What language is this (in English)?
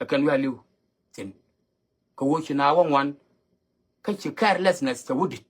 Nuer